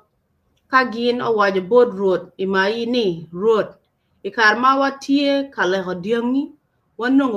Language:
Acoli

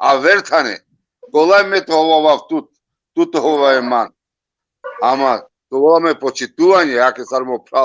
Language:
Balkan Romani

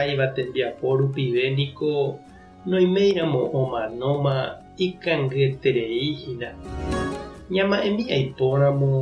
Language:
Guarani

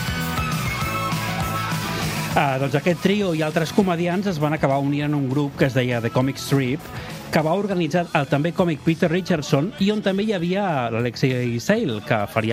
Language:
Catalan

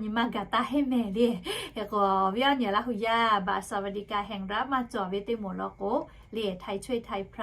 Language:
Lahu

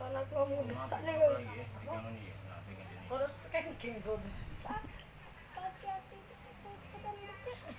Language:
Musi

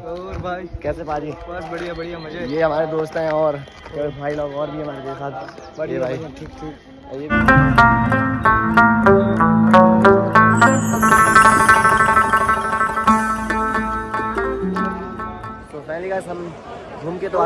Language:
Hindi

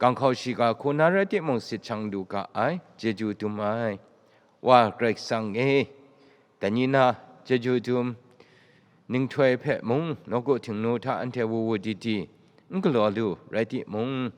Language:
Kachin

